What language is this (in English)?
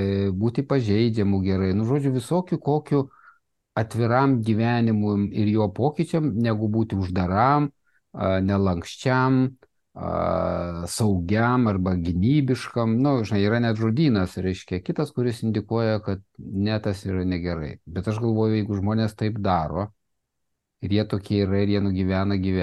Lithuanian